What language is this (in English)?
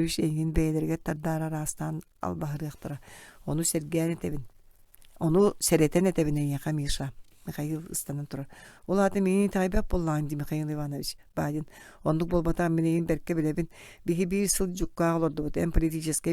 Yakut